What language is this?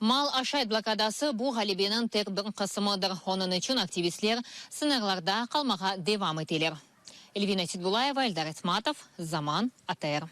Crimean Tatar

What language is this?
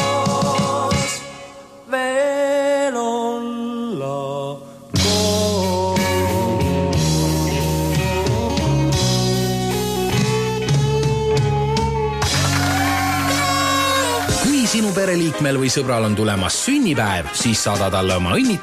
Estonian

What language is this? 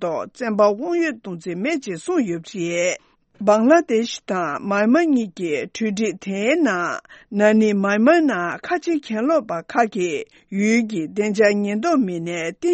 Tibetan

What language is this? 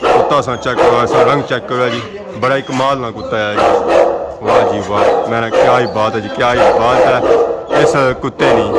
Pahari-Potwari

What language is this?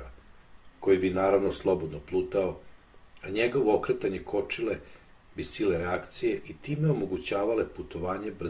Serbian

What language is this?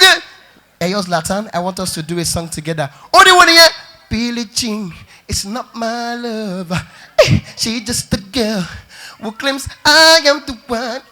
Nigerian Pidgin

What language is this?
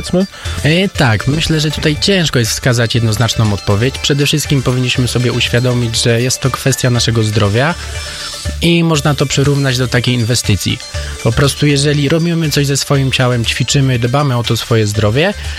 Polish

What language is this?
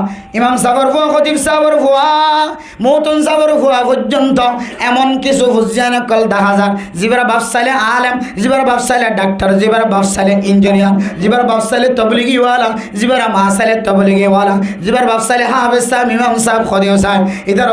Rohingya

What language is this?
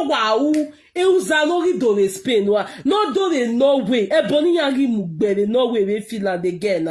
Nigerian Pidgin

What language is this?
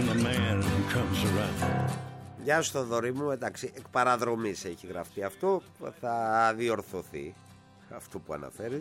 Greek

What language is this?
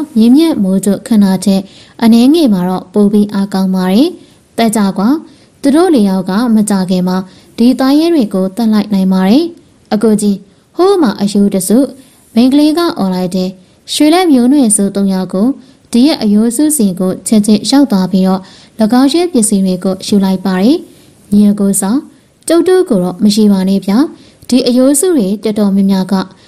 Burmese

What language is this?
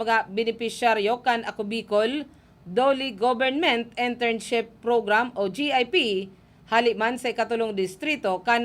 Bikol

